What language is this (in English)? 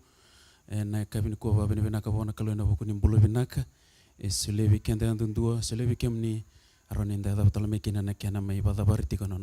Fijian